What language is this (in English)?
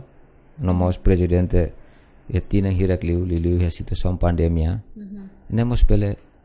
Tetum